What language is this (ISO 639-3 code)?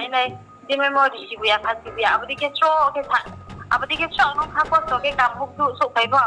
ria